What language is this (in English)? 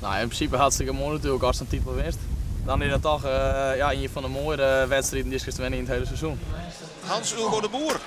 Western Frisian